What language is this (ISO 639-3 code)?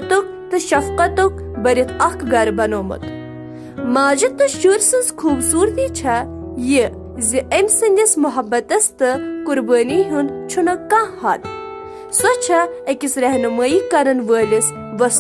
kas